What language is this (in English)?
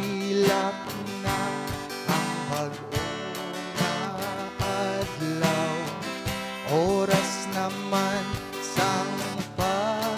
Hiligaynon